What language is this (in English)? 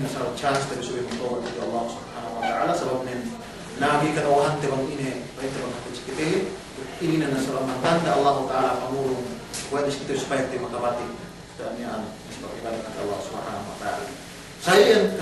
Yakan